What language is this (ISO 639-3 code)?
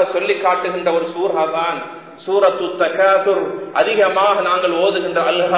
tam